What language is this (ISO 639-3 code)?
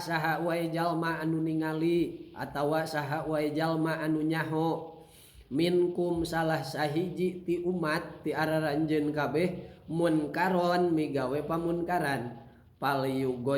sun